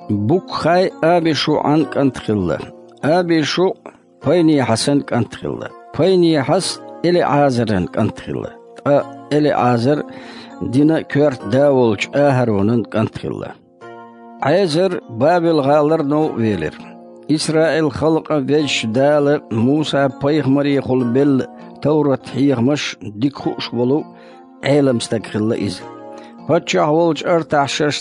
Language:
Chechen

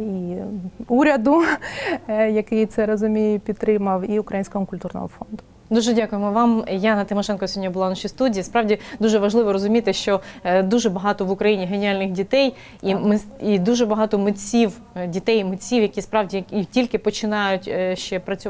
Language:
Ukrainian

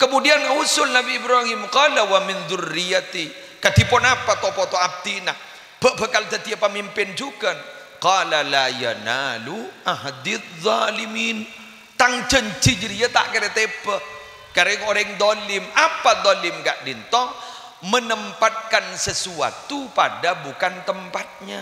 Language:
Madurese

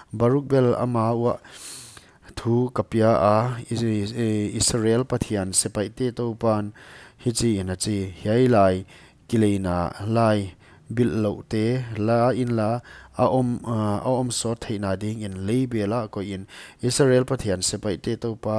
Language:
Paite Chin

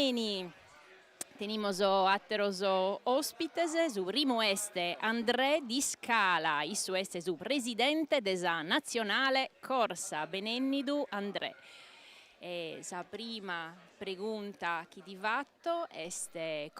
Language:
Sardinian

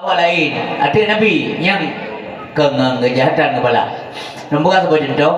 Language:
Achinese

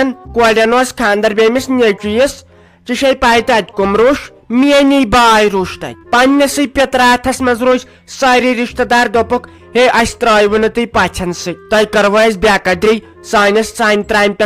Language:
Kashmiri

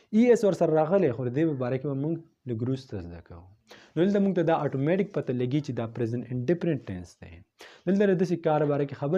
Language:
Pashto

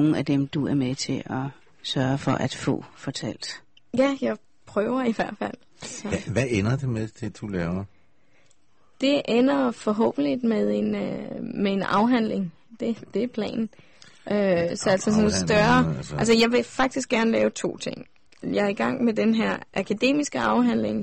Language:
Danish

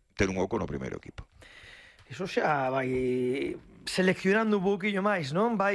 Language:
Galician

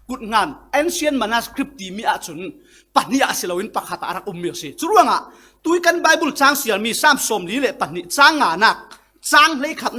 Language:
Falam Chin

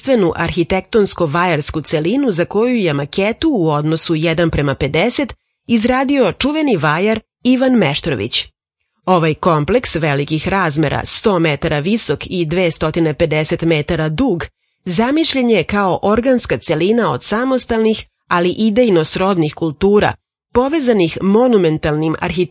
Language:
Serbian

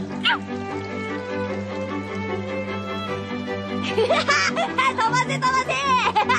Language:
Japanese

